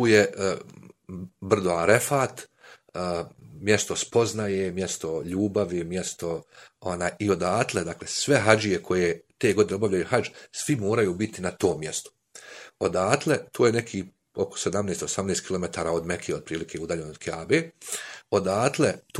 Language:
Bosnian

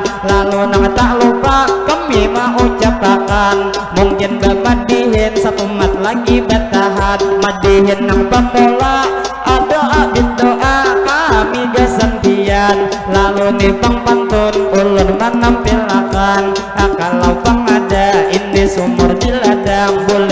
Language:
Banjar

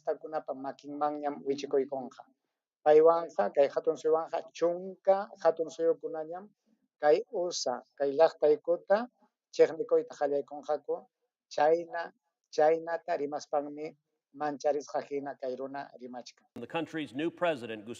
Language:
Ayacucho Quechua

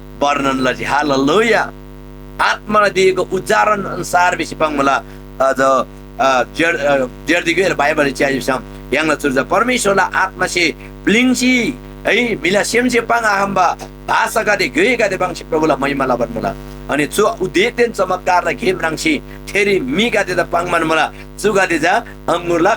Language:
Eastern Tamang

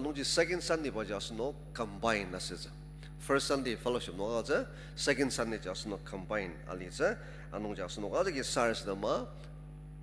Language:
Ao Naga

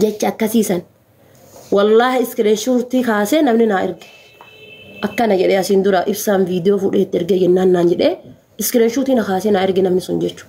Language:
Oromo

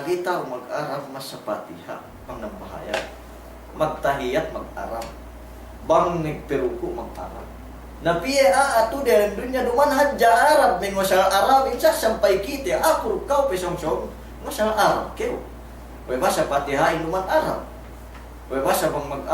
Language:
Yakan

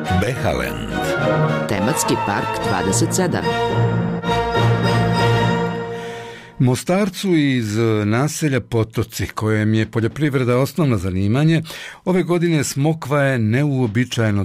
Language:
Bosnian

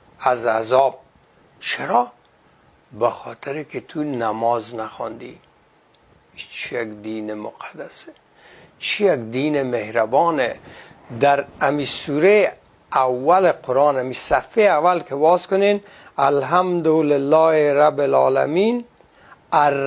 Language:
Persian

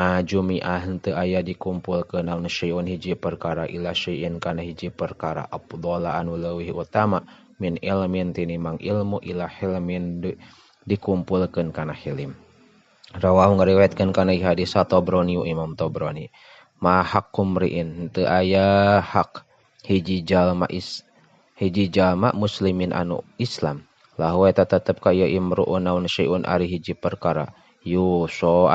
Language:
Sundanese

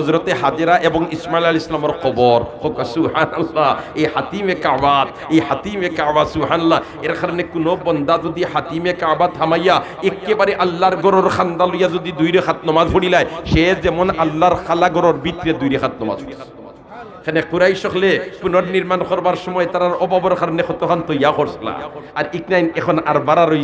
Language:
Sylheti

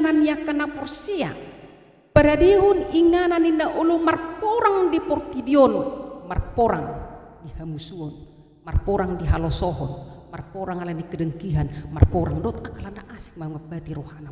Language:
Batak Toba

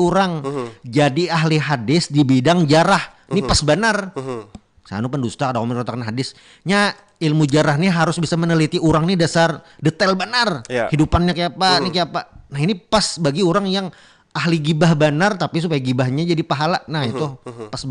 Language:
Banjar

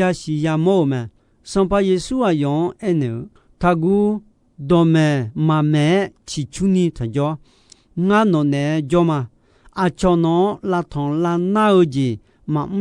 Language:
Akha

